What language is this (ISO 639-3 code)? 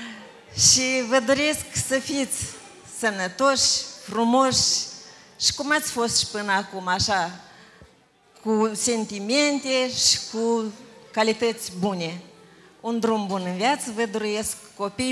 ron